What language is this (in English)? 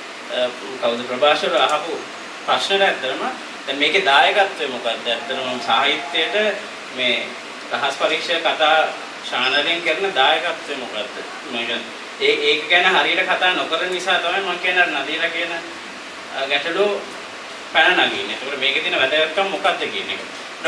Sinhala